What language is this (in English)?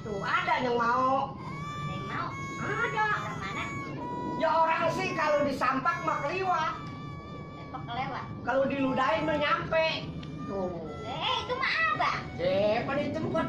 Betawi